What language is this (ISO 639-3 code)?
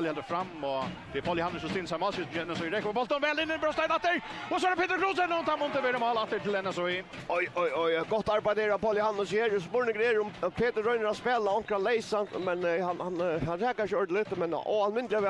fao